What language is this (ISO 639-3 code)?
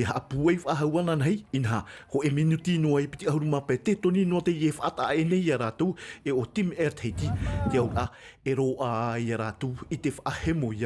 tah